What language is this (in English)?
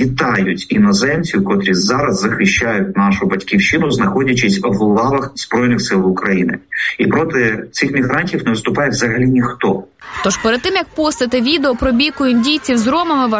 Ukrainian